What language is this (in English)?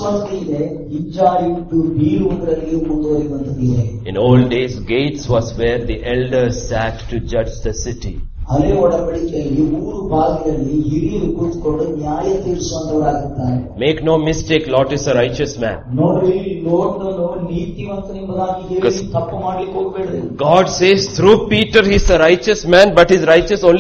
Kannada